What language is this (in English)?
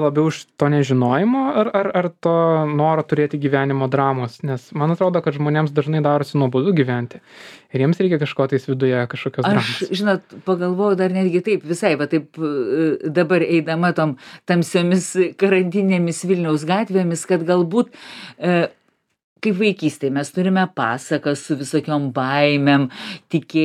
Lithuanian